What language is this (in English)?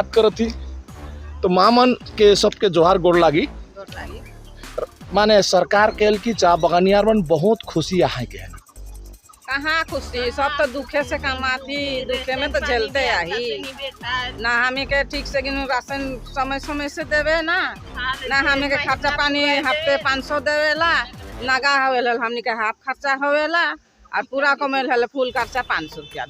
Sadri